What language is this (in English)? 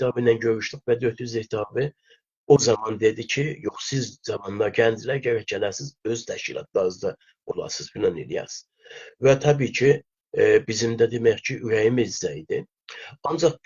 South Azerbaijani